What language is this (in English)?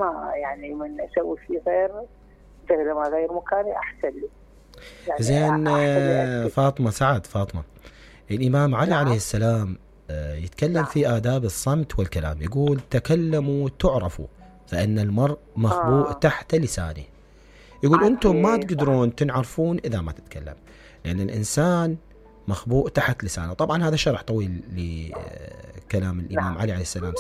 Mesopotamian Arabic